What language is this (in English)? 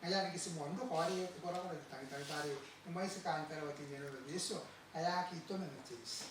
Gilbertese